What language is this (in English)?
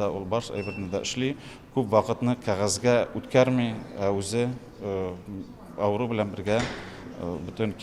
Tatar